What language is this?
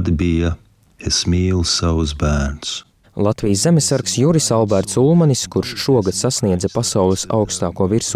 Latvian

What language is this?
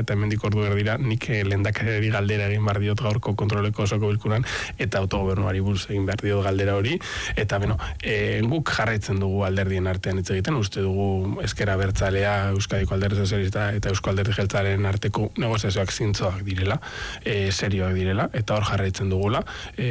Basque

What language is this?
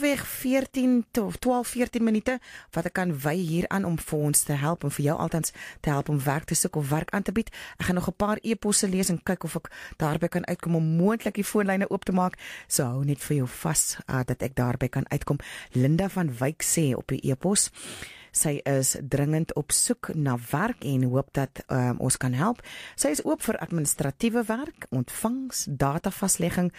Afrikaans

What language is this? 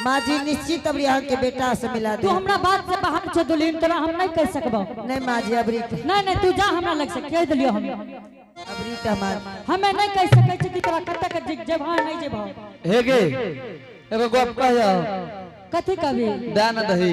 Angika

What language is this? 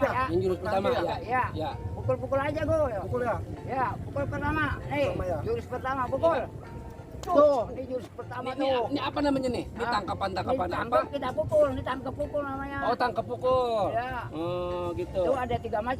Betawi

